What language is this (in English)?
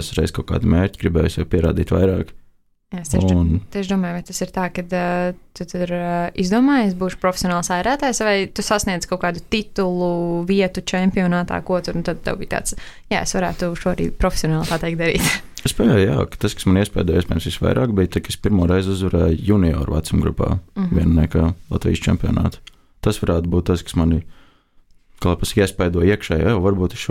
Latvian